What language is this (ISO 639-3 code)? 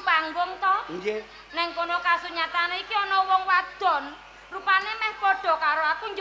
jav